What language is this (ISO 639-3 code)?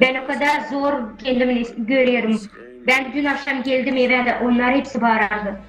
gag